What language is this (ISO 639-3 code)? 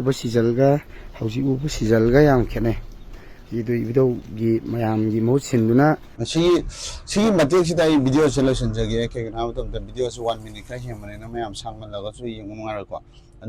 mni